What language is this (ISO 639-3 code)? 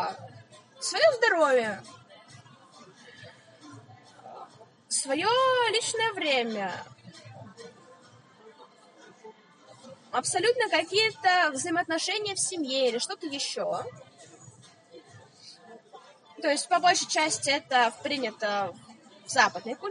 rus